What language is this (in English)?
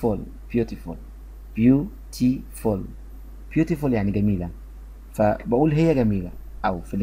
Egyptian Arabic